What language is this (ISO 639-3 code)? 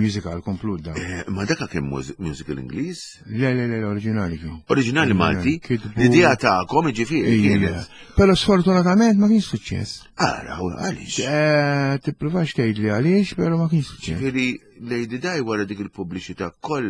mlt